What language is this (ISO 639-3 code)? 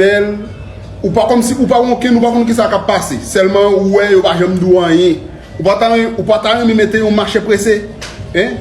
hat